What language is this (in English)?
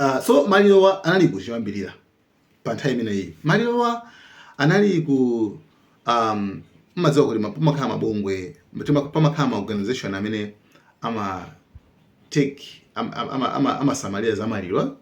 Nyanja